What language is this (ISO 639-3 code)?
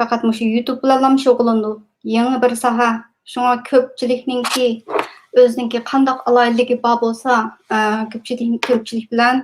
uig